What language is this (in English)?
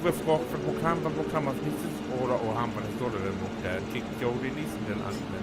Low German